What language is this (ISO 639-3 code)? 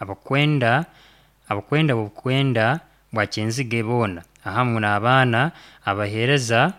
nyn